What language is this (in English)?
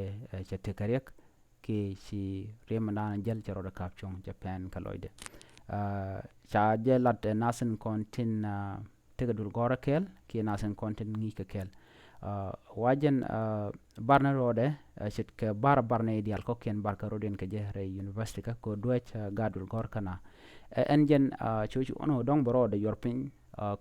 Nuer